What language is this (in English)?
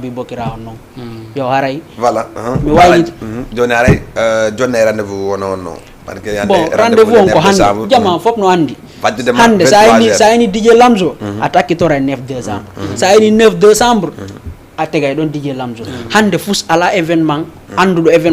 Fula